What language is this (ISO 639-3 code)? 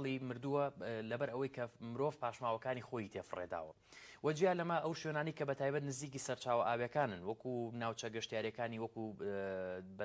ckb